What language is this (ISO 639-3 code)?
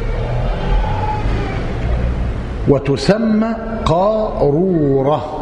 ara